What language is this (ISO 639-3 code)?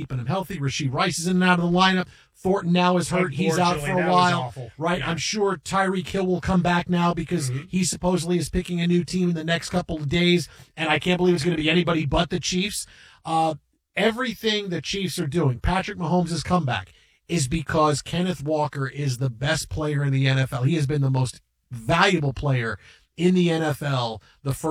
eng